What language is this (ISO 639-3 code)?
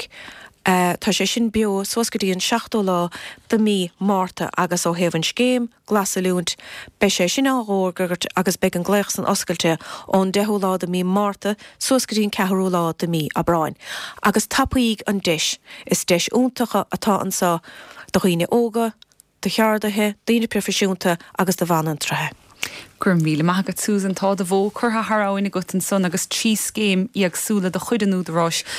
gle